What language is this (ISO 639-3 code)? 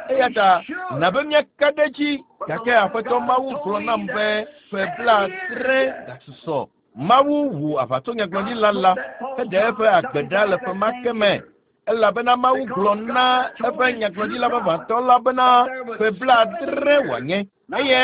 ewe